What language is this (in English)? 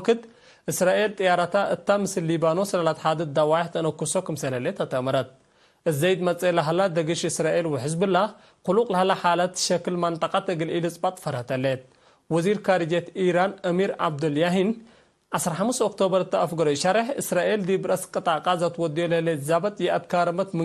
Tigre